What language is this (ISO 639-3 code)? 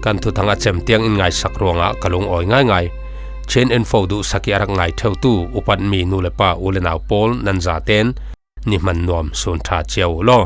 cfm